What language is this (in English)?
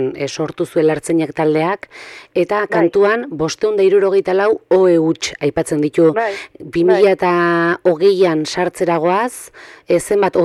Basque